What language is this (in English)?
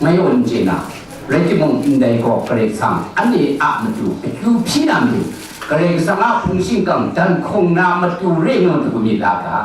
Kachin